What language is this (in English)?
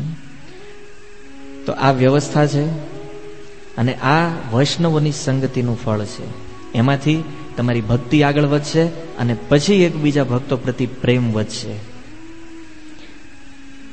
Gujarati